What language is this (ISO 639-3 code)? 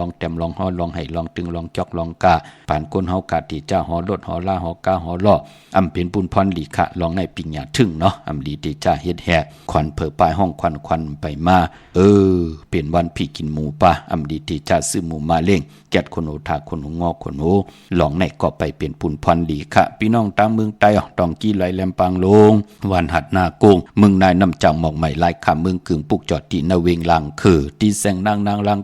shn